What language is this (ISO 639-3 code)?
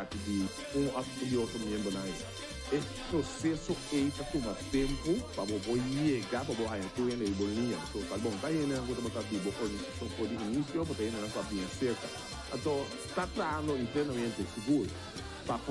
pap